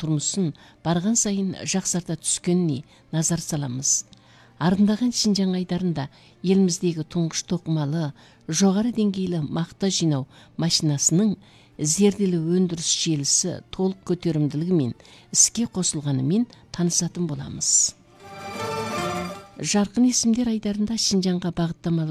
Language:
Kazakh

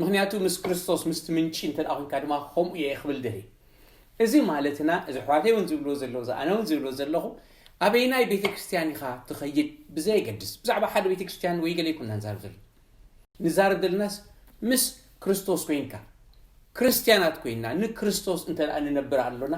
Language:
Tigrinya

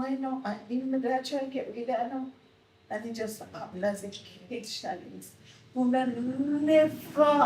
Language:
Jamaican Creole English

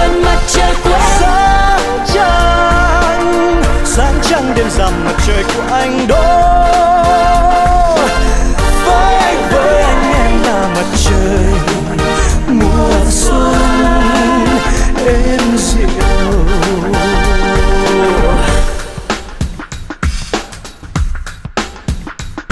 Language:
Vietnamese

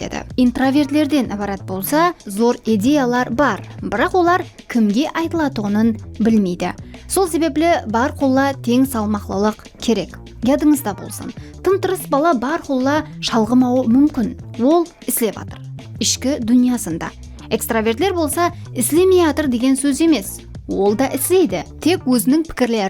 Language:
Kara-Kalpak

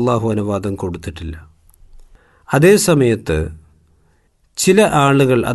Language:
Malayalam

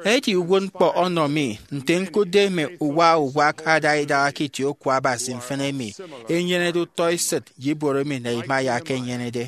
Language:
Efik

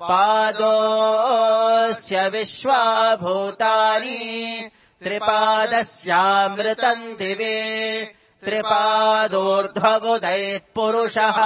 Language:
Sanskrit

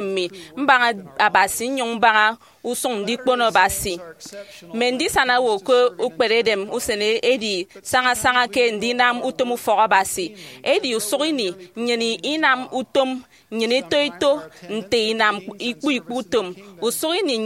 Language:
Efik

